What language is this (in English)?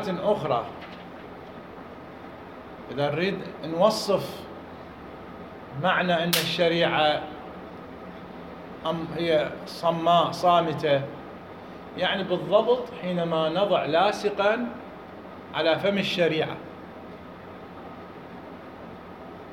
Arabic